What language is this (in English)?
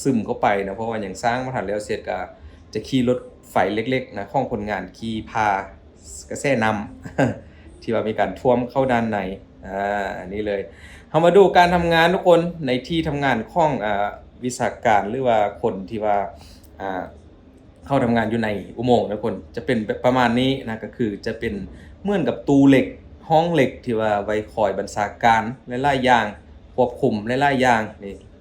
Lao